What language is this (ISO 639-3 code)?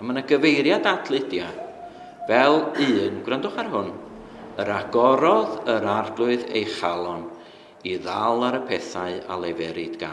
cym